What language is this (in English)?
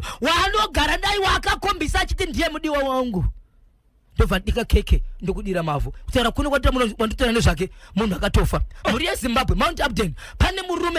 Shona